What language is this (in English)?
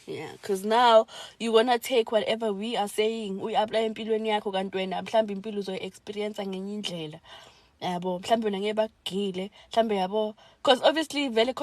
Zulu